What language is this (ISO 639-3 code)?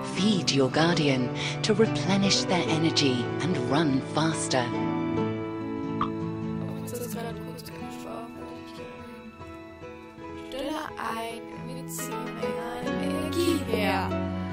deu